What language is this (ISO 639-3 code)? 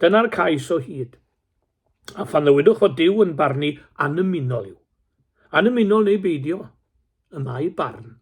cym